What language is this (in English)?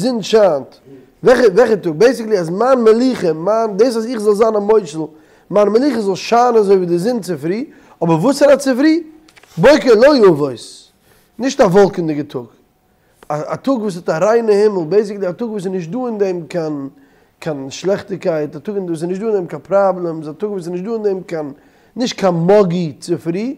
Yiddish